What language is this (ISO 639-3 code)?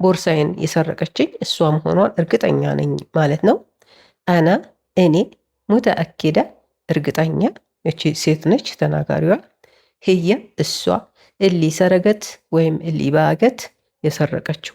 amh